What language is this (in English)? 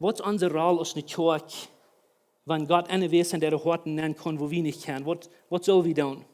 Plautdietsch